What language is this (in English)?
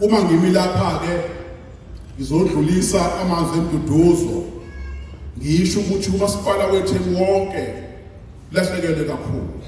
Zulu